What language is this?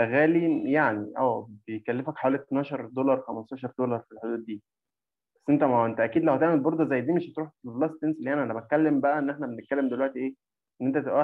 Egyptian Arabic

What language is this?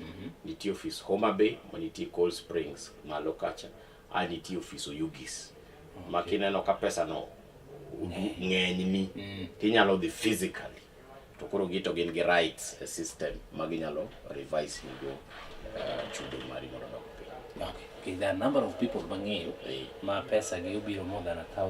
Luo (Kenya and Tanzania)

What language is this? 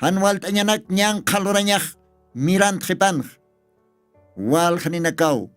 Aymara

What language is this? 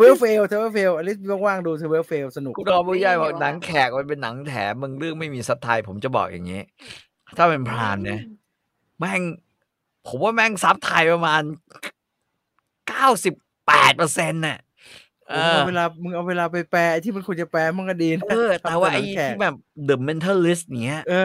Thai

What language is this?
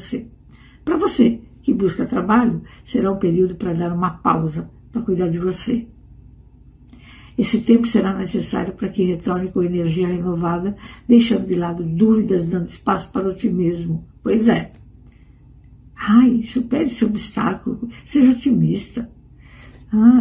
Portuguese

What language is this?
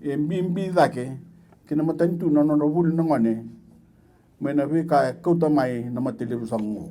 Fijian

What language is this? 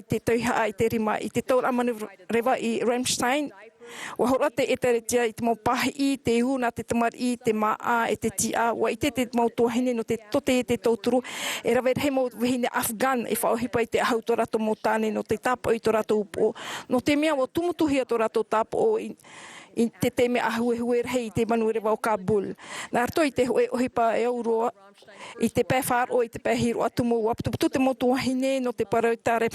Tahitian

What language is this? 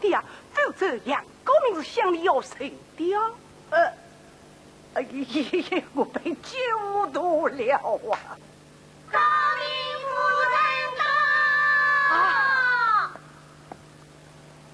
Wu Chinese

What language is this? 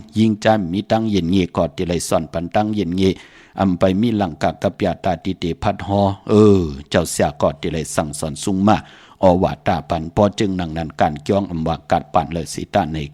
Shan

